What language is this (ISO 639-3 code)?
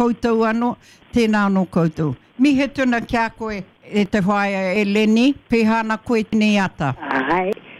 mri